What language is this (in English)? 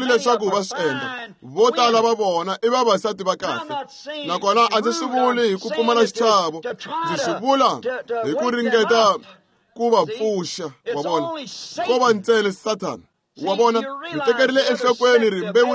Tsonga